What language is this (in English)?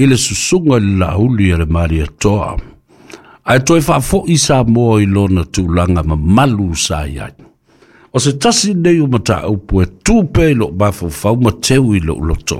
Samoan